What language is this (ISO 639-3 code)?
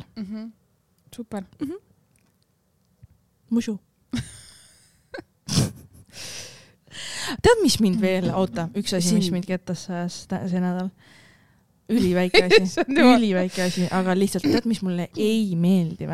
est